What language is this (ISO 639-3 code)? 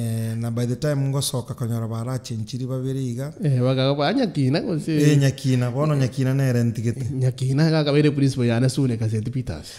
guz